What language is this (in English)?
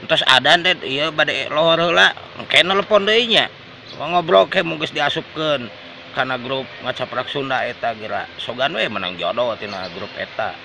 Sundanese